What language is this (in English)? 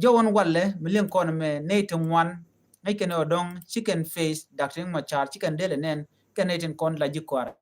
Nuer